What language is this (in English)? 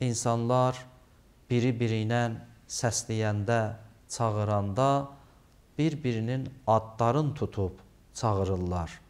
Azerbaijani